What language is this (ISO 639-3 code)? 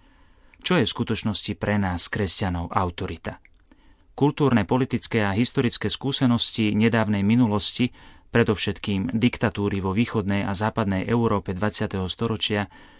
slk